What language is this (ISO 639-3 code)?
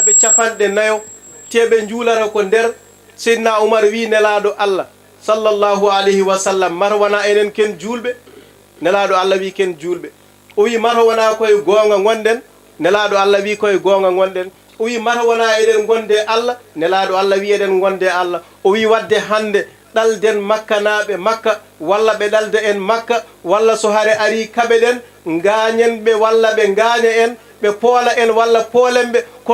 ful